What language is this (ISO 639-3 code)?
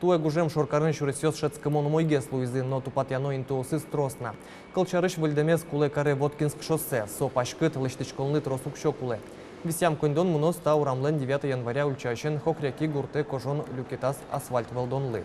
udm